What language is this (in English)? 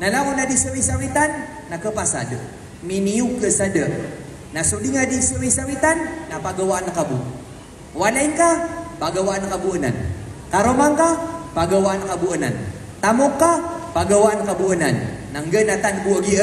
Maranao